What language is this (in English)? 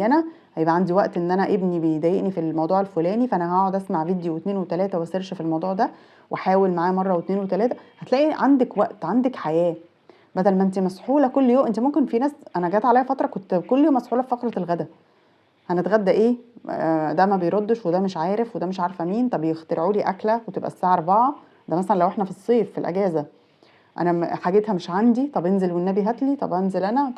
Egyptian Arabic